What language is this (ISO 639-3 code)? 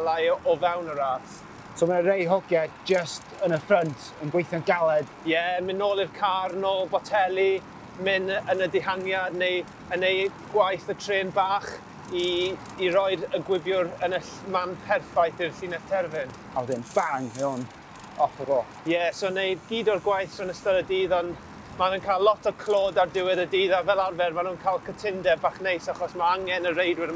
cym